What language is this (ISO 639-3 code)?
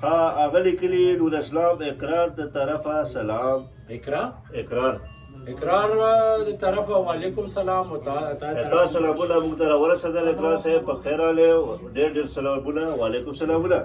pus